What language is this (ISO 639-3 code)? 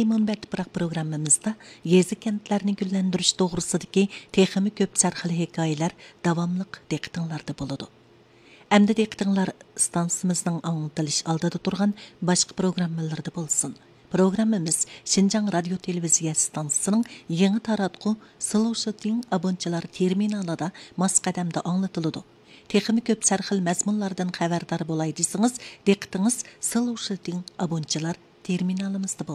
uig